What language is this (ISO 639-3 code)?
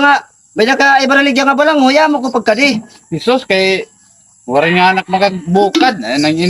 war